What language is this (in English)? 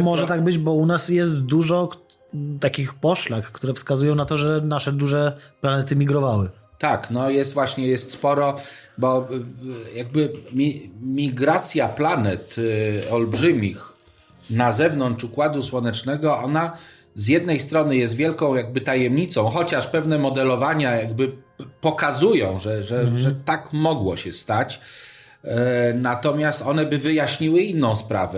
Polish